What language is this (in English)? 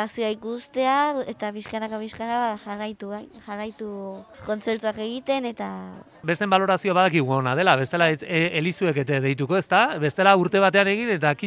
Basque